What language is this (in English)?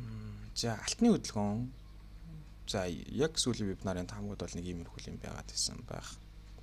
Mongolian